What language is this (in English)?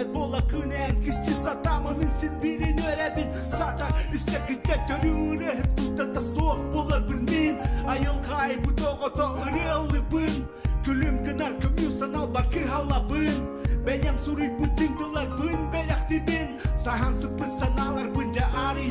Yakut